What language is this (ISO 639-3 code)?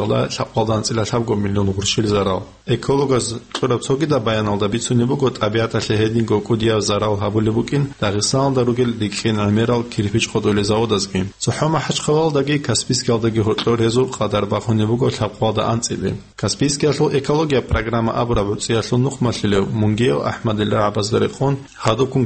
ava